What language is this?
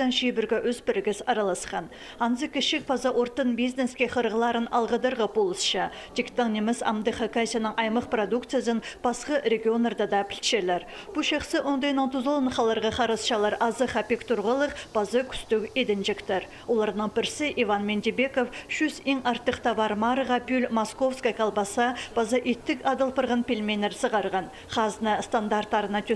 Khakas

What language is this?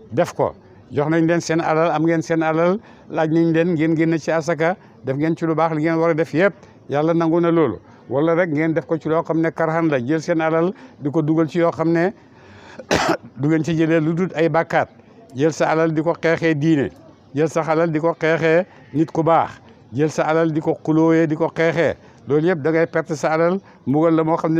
Wolof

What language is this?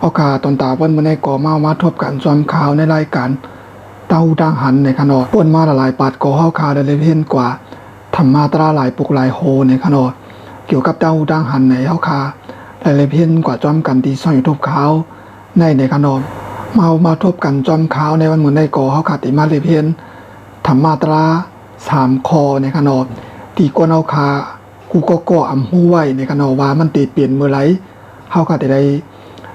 Shan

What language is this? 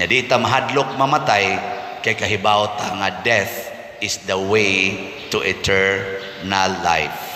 Cebuano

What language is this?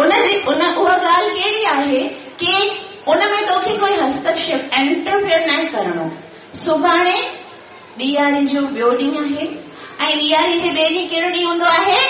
Sindhi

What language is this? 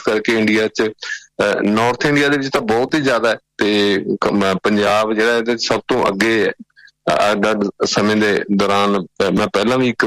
Punjabi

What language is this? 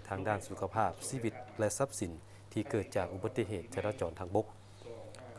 Lao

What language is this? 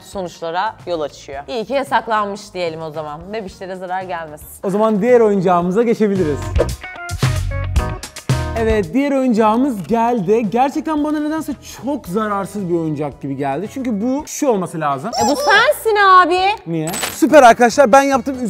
Turkish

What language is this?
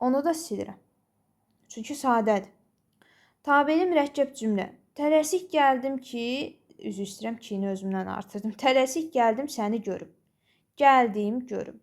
Azerbaijani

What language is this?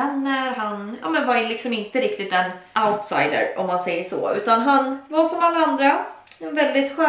Swedish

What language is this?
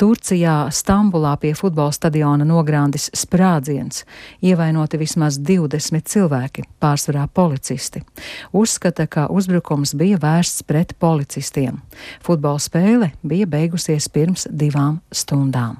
Latvian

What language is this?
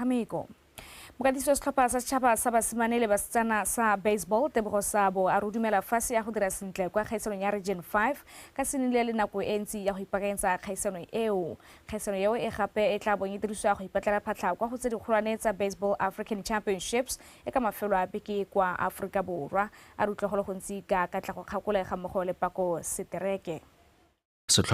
Tswana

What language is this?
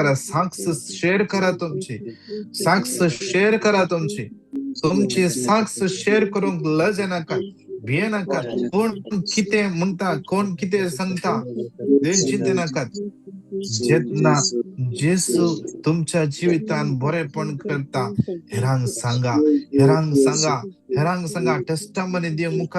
Konkani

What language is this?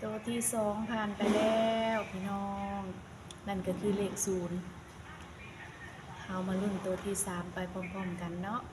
Lao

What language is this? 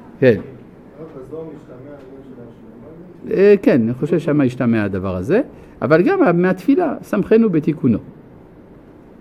Hebrew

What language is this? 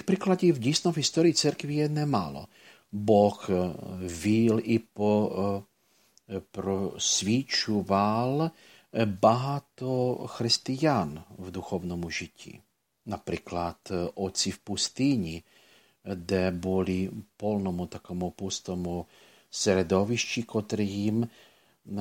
Ukrainian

